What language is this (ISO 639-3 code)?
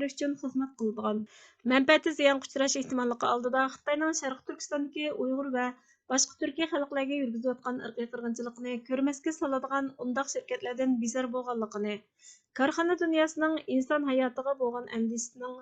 uig